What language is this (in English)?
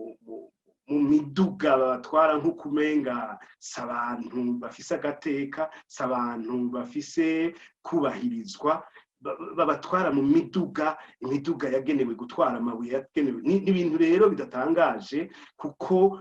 Rundi